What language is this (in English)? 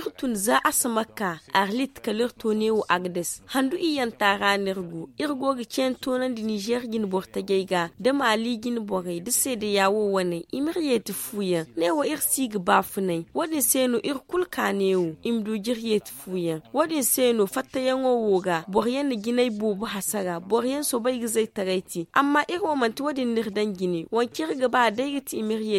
Zarma